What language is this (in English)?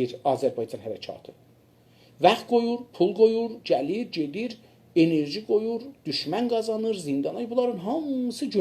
South Azerbaijani